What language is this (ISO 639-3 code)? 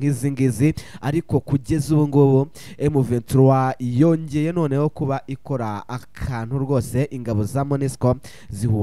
kin